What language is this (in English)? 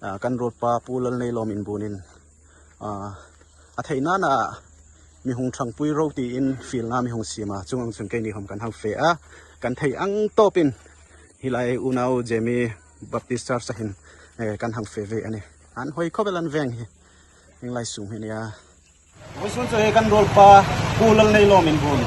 Hmar